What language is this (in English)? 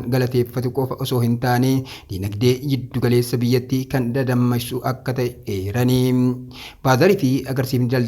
Oromo